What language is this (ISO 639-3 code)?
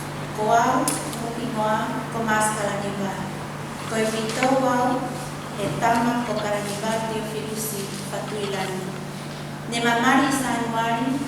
ton